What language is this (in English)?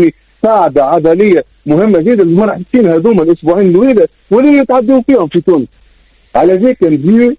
Tunisian Arabic